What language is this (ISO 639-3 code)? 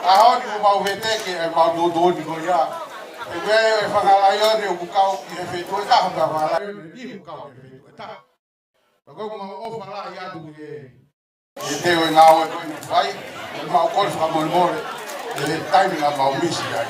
ton